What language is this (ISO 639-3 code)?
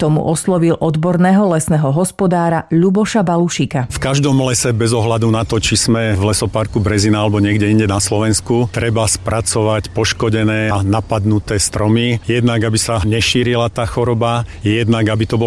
slk